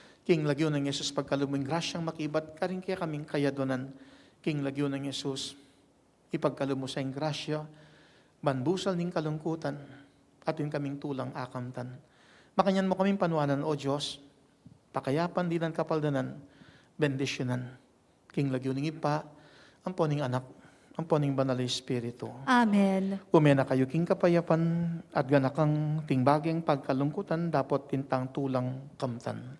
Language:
Pampanga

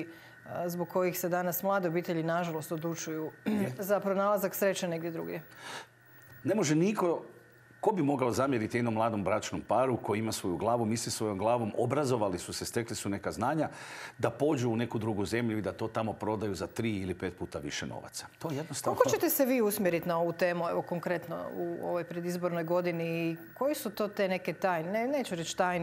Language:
Croatian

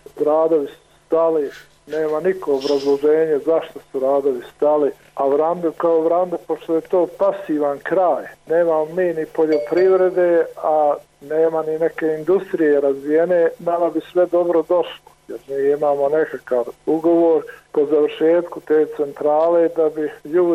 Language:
Bosnian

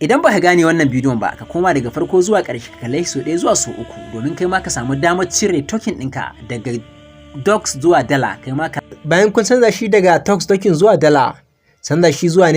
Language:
Hausa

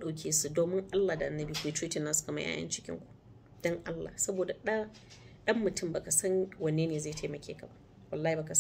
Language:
Hausa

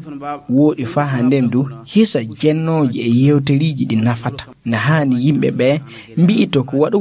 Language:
Fula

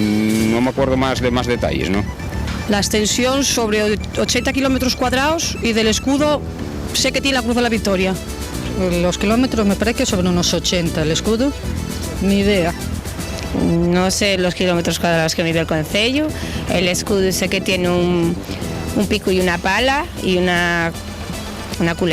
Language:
Asturian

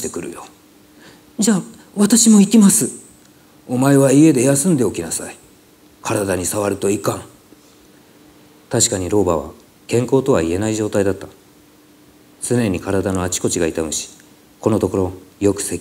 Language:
Japanese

